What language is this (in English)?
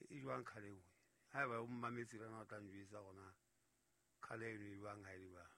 Southern Sotho